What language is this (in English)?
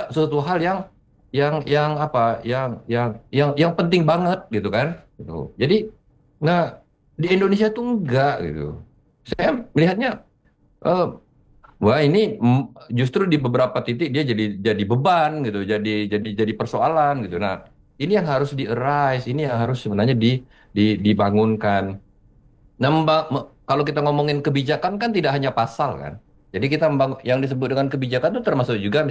Indonesian